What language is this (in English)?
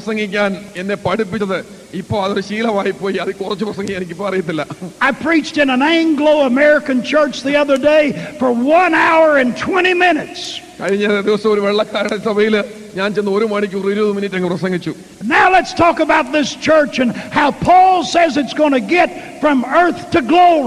Malayalam